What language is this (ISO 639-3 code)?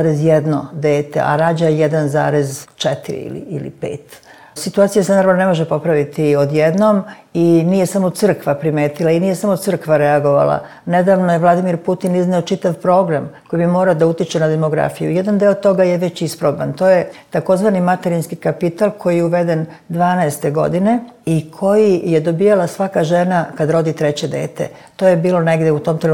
srp